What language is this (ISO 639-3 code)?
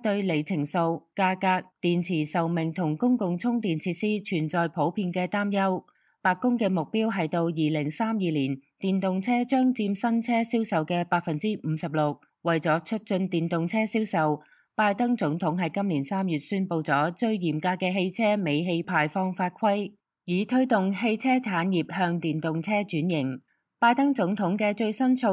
yue